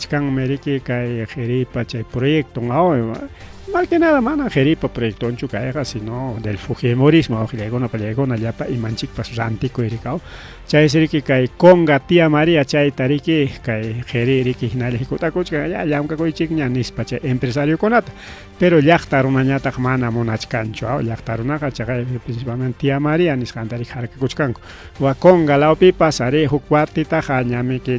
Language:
Ayacucho Quechua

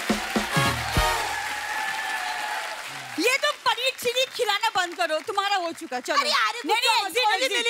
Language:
Hindi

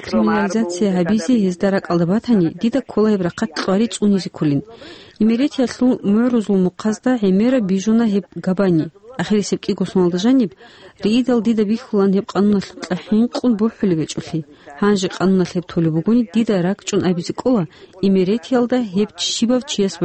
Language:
Avaric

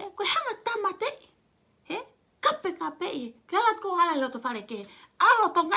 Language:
Tongan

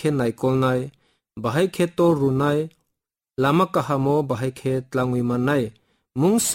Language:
Kok Borok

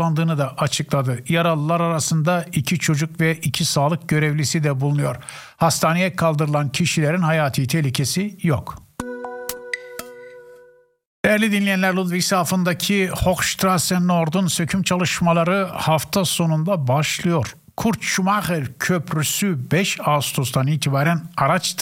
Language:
Turkish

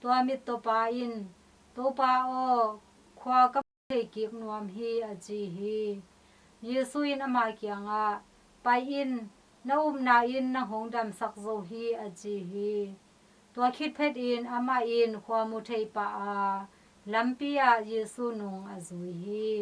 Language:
Tedim Chin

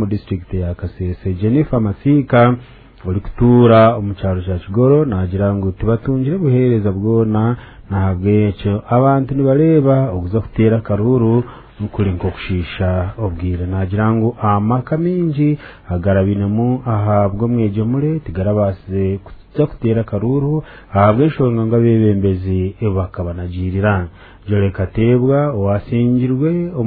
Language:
Nyankole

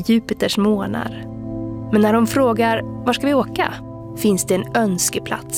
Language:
Swedish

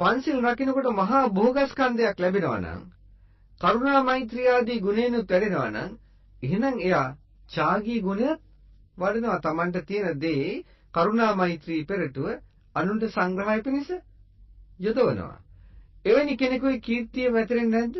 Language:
Sinhala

